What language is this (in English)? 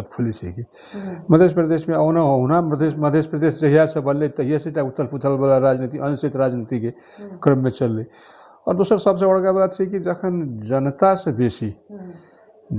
Maithili